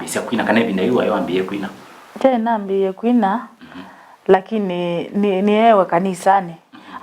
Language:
Kamba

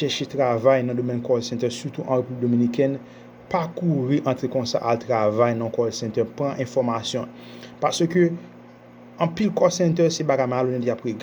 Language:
Haitian Creole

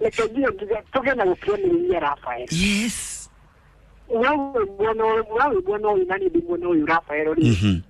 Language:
Kikuyu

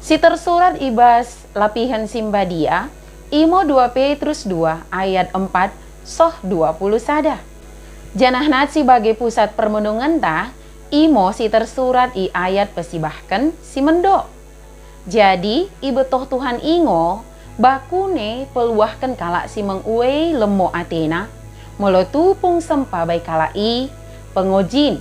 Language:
Batak Dairi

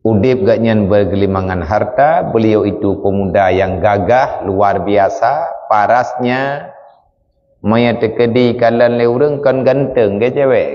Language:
Achinese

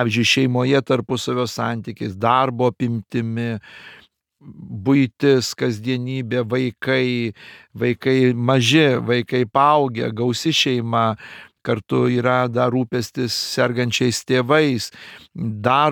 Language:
Lithuanian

